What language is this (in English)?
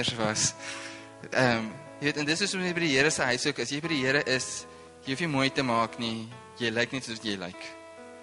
Afrikaans